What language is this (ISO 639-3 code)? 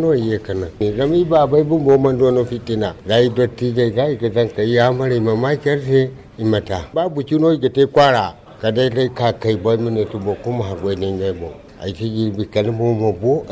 dje